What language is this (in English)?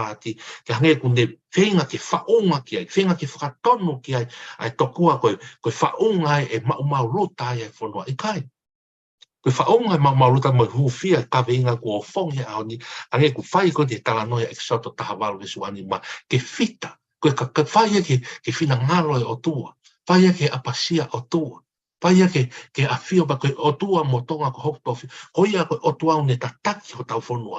Tongan